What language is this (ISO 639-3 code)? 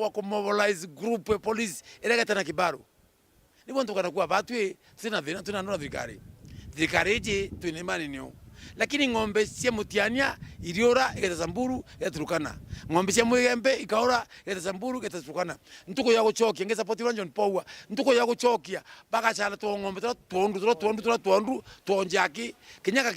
mer